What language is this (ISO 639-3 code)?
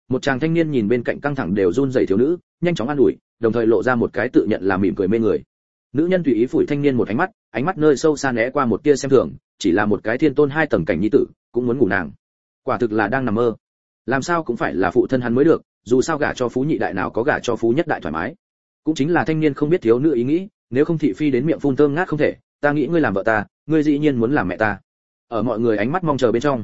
vie